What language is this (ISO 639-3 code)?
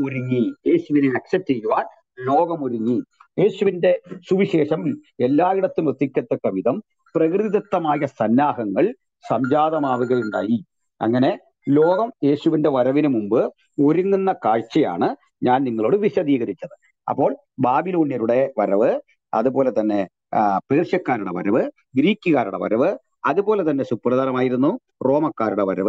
mal